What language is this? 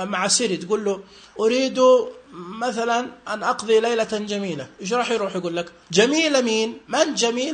Najdi Arabic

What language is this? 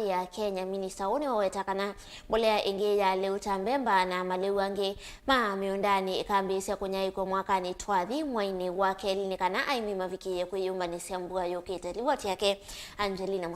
Kamba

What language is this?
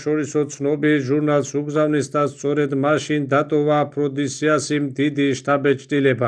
Georgian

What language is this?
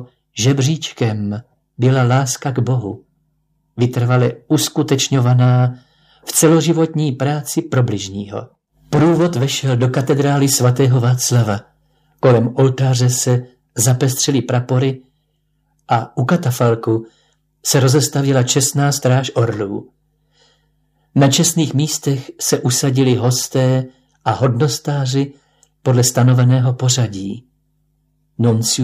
Czech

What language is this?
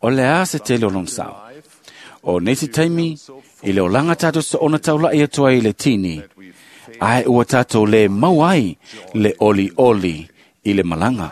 Samoan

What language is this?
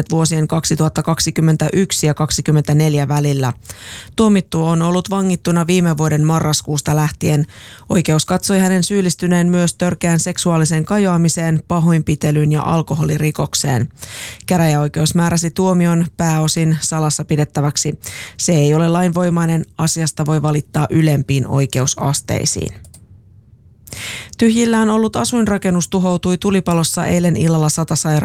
Finnish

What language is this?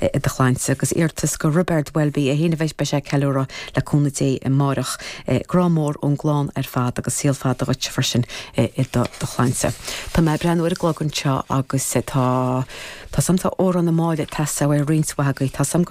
Irish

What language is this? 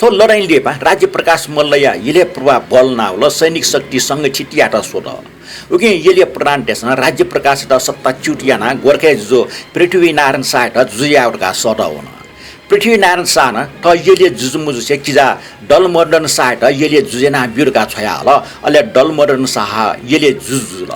Newari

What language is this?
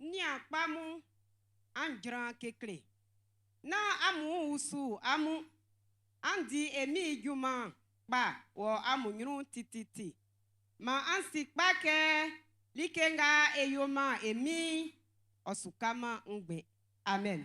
Baoulé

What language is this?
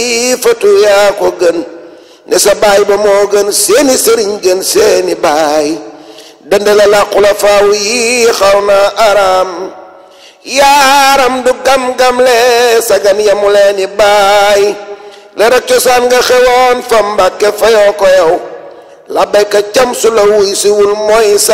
Wolof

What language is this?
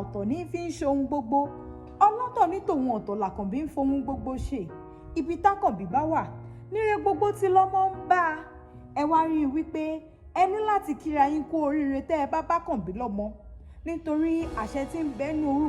Yoruba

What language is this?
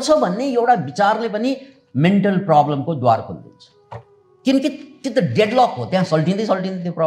Nepali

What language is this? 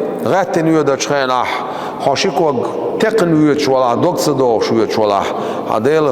Chechen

